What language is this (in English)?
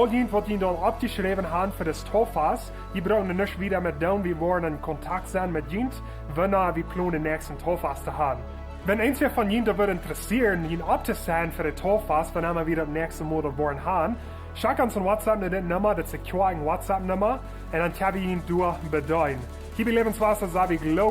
Plautdietsch